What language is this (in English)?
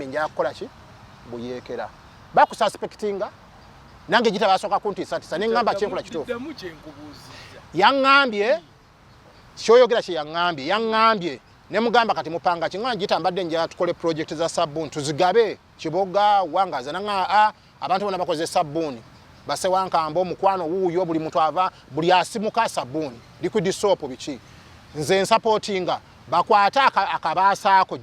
Ganda